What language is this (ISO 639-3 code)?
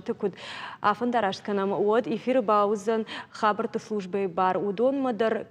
oss